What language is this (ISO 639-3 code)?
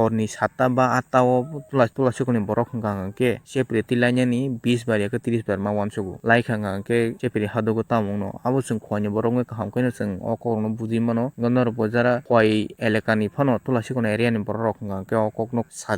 trp